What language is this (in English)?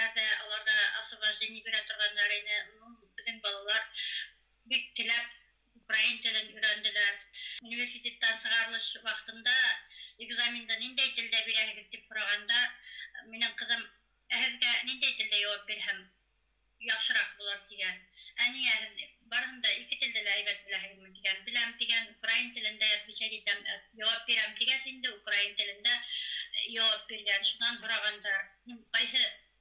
Bashkir